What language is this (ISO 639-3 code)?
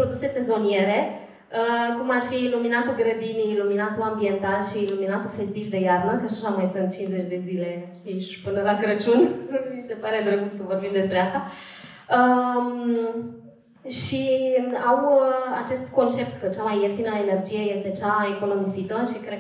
ron